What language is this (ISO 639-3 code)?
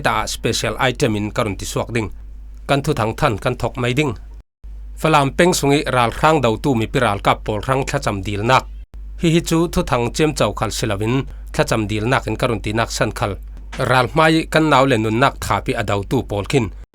cfm